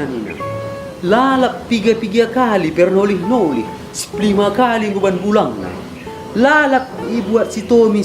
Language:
Batak Karo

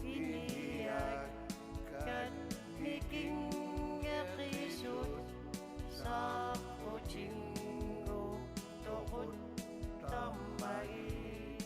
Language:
Kalaallisut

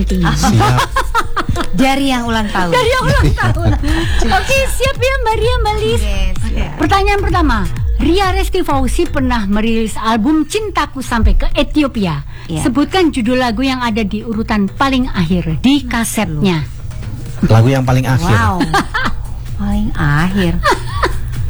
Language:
Indonesian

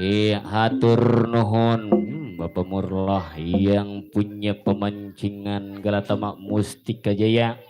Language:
Betawi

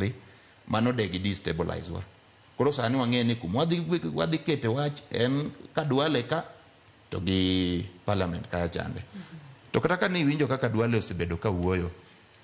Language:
Luo (Kenya and Tanzania)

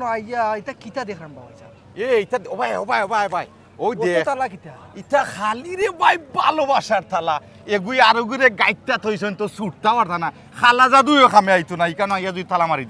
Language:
Sylheti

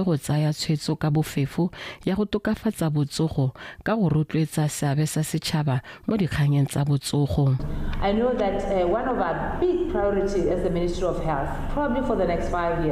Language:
Tswana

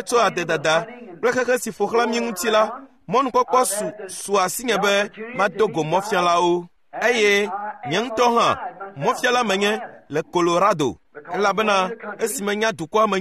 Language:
Ewe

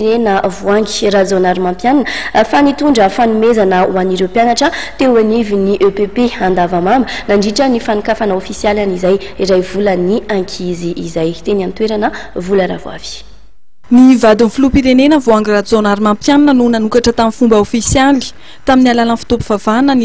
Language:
Malagasy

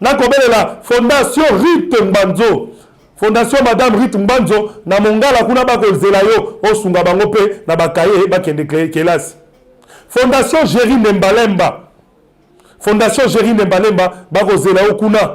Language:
Lingala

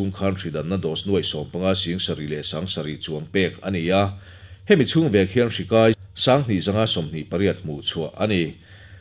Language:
Mizo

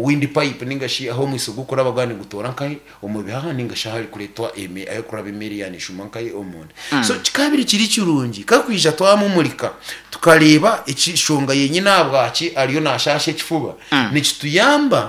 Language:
Nyankole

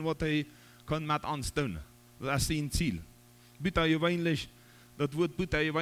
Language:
Plautdietsch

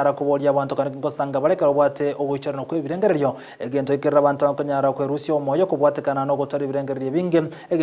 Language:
Gusii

